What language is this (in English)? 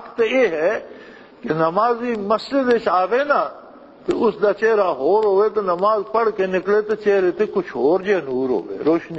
Western Panjabi